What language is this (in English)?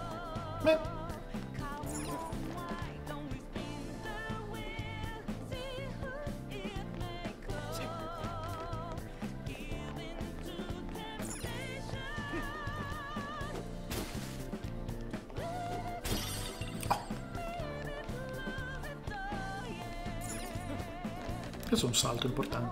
Italian